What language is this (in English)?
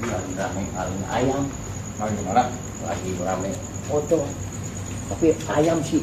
Betawi